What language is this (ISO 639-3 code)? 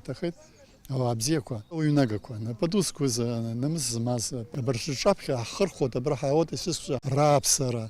abk